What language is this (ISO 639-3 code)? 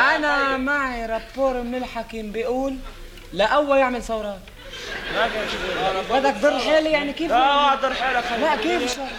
apc